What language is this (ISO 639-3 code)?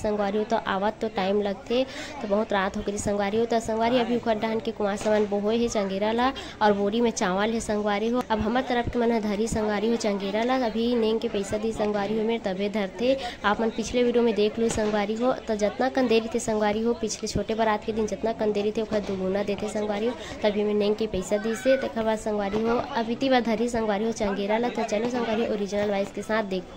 hne